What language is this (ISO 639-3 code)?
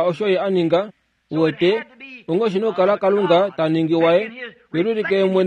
kua